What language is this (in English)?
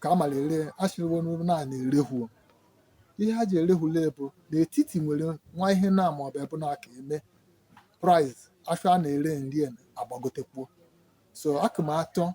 Igbo